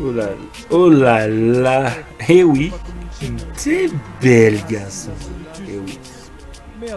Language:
Guadeloupean Creole French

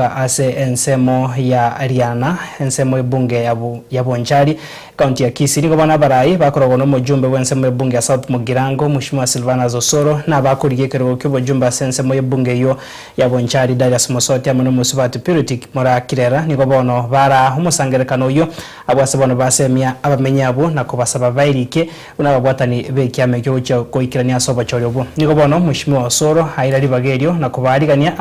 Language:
Gusii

